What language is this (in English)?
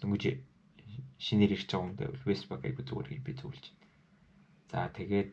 Mongolian